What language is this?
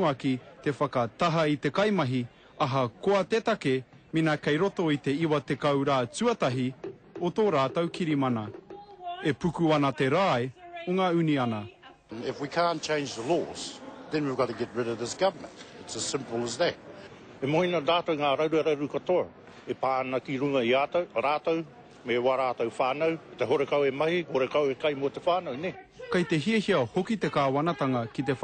Māori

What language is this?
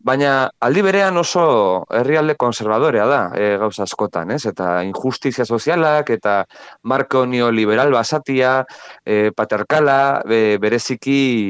Basque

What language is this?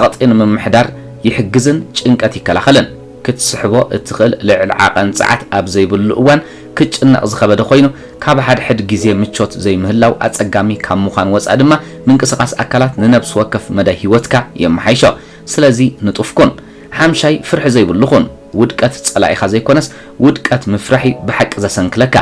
Tigrinya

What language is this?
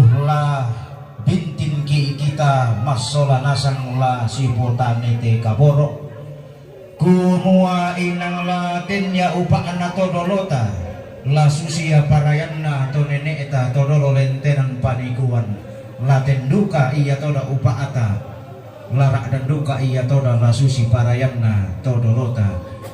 Toraja-Sa'dan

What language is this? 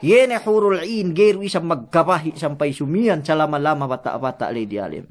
Yakan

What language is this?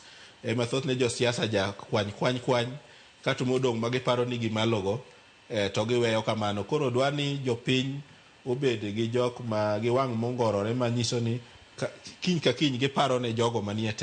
Luo (Kenya and Tanzania)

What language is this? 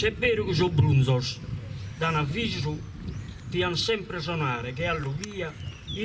Sardinian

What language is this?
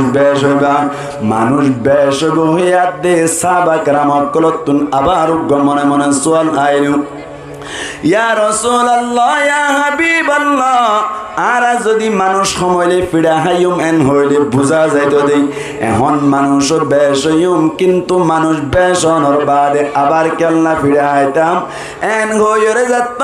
Rohingya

